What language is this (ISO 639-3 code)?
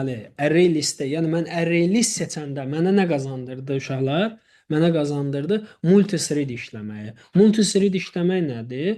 aze